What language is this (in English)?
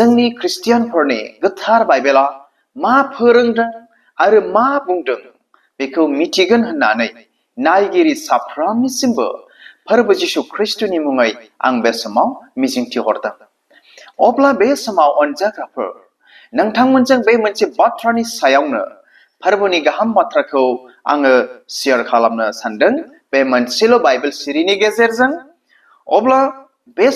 Bodo